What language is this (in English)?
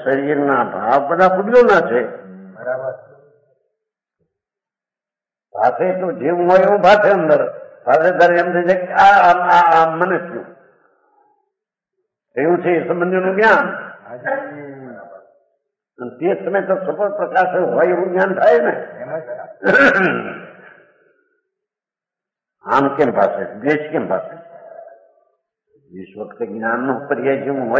Gujarati